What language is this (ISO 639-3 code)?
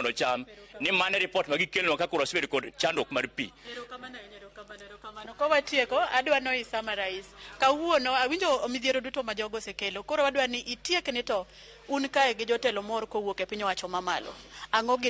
luo